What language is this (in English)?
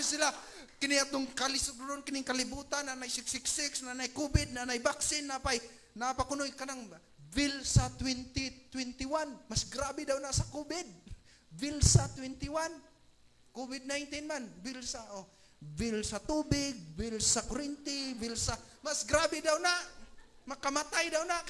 Cebuano